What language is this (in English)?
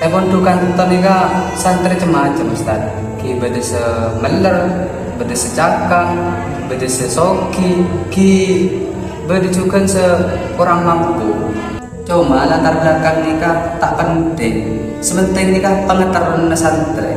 Madurese